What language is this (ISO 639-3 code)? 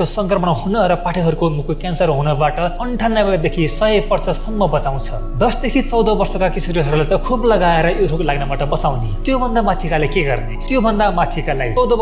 nep